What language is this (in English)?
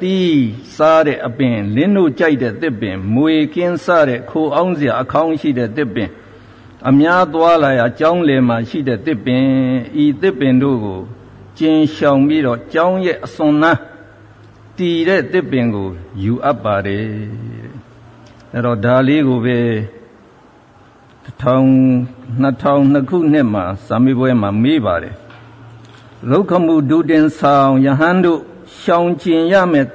Burmese